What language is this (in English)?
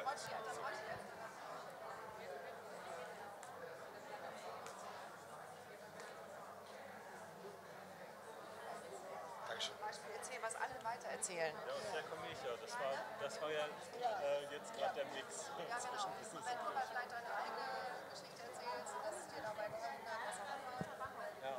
German